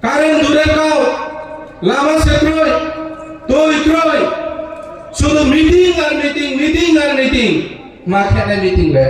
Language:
Riang (India)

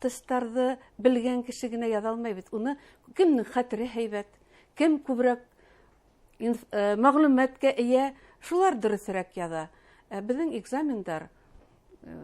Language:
Bashkir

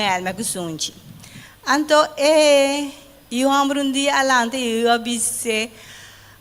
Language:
Papiamento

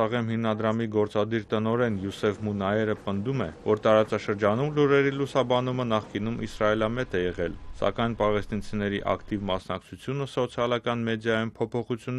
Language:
Armenian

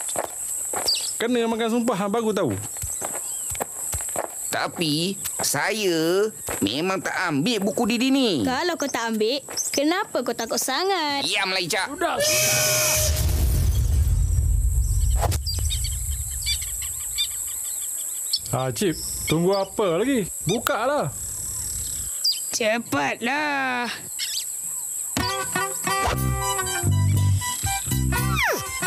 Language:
Malay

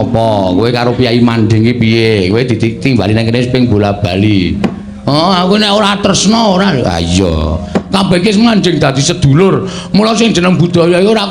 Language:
Javanese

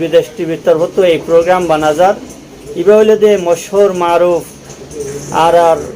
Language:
Rohingya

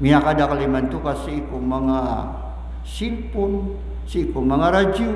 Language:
Maranao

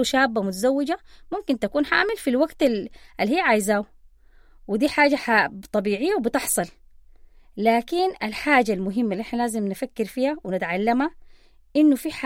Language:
Sudanese Arabic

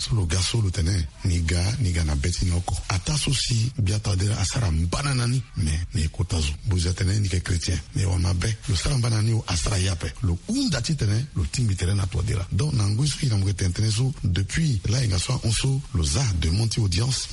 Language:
Sango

